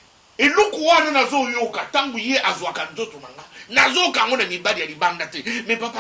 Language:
Lingala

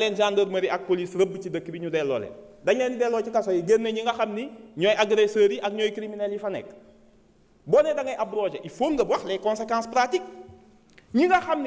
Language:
Wolof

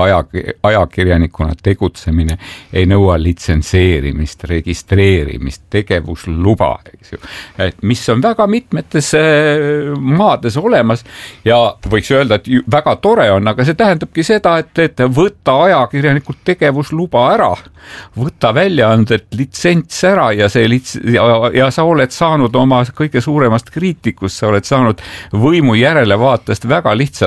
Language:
Estonian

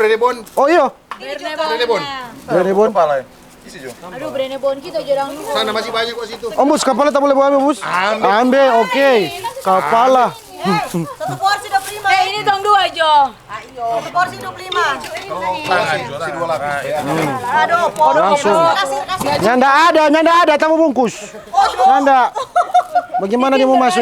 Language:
Manado Malay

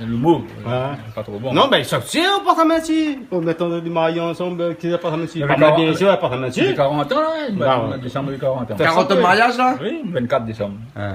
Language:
Réunion Creole French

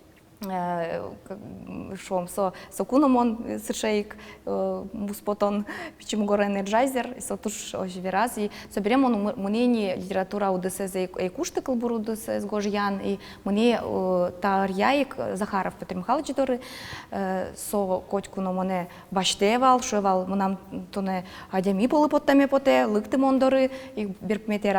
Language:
Udmurt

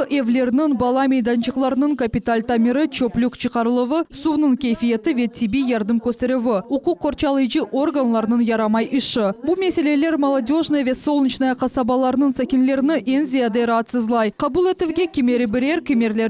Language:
Crimean Tatar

